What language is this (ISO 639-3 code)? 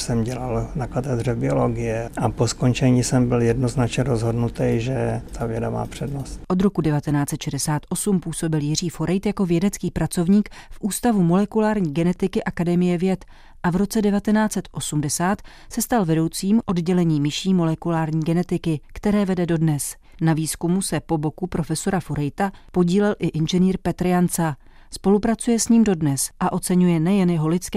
ces